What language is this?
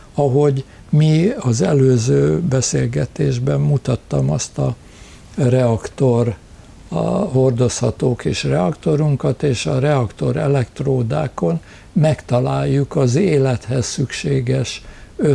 Hungarian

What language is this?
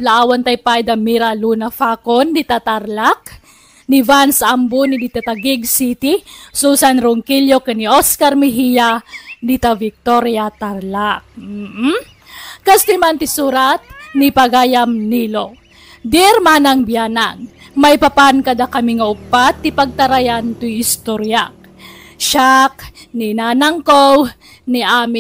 Iloko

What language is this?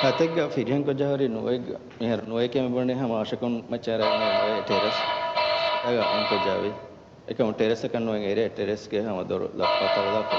Divehi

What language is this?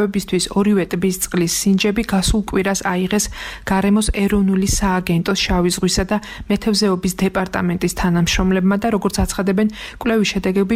Georgian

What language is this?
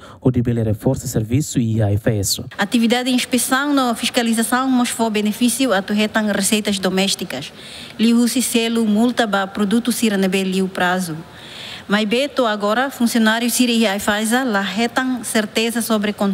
Tetum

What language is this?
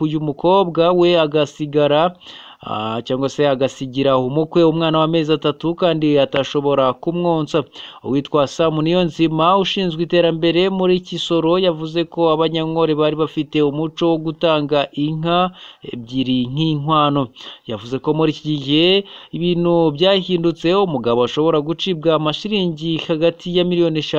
Kinyarwanda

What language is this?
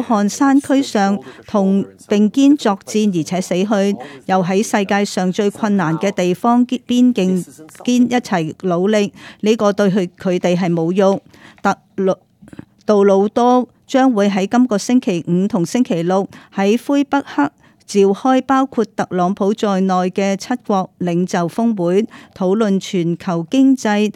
Cantonese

